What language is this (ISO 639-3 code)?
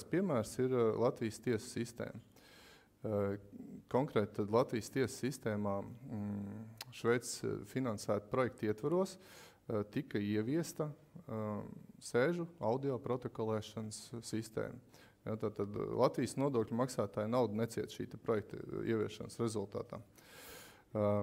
lav